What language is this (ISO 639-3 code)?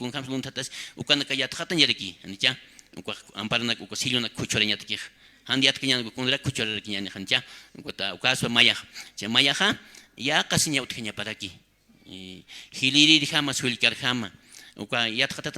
aym